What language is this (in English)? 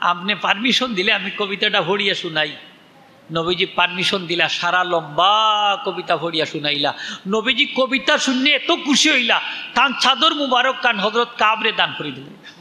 Sylheti